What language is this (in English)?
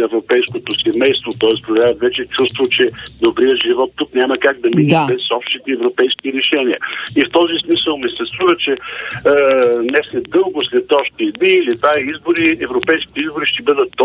Bulgarian